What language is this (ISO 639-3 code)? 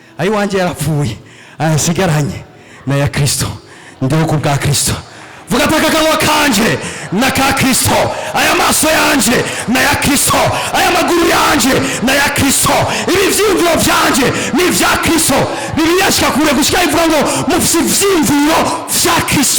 run